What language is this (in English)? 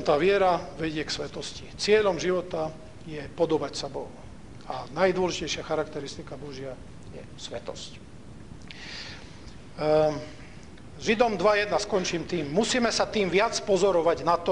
Slovak